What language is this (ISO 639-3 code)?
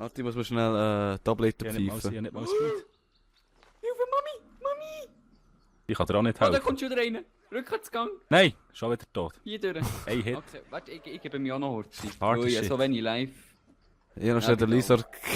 gsw